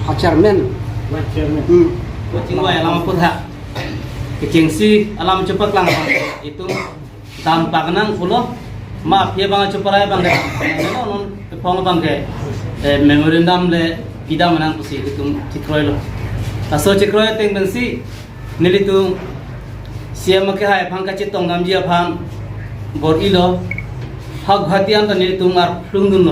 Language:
Karbi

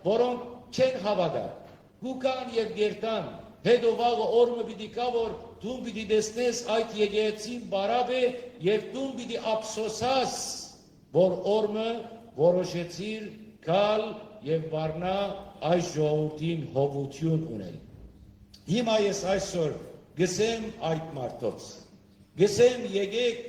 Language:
Western Armenian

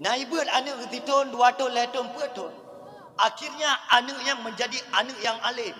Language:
Achinese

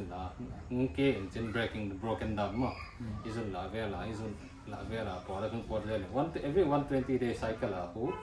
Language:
Tedim Chin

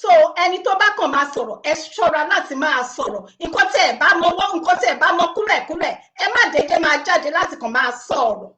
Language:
Yoruba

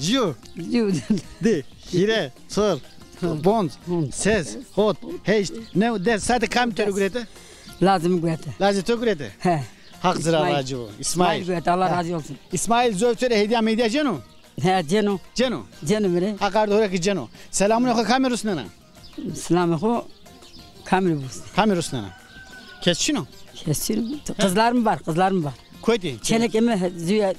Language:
Zaza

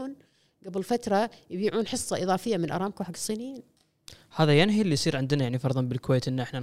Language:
Gulf Arabic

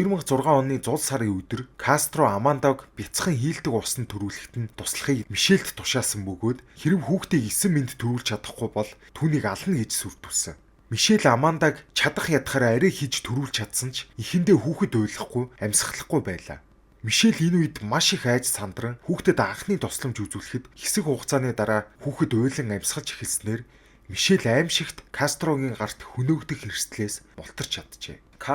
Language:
Mongolian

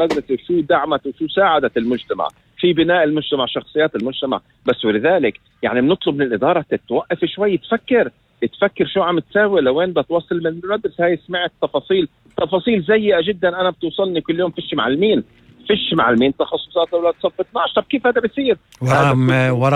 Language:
North Levantine Arabic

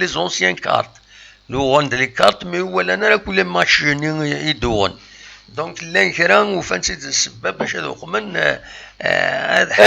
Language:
Kabyle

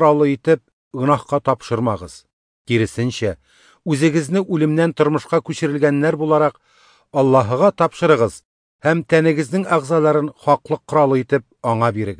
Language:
Tatar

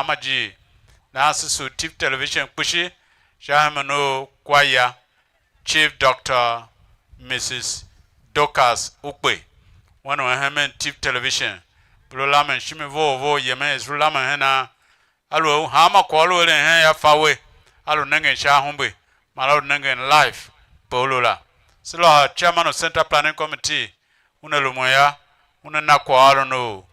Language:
Tiv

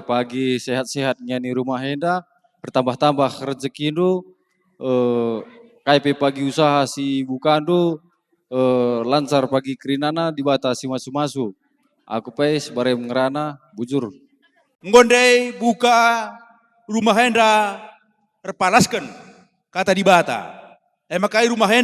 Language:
Batak Karo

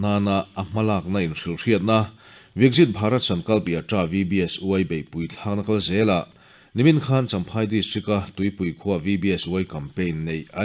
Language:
Mizo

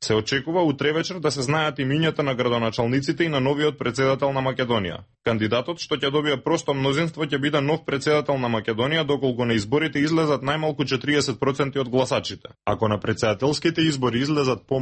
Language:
Macedonian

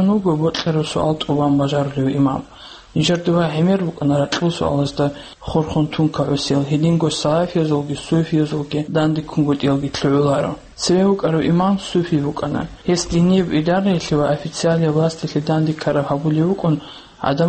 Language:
Avaric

